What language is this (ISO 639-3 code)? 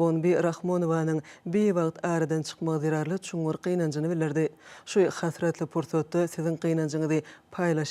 tuk